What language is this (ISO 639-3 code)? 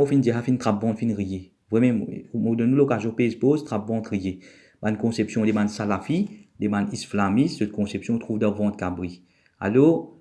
mfe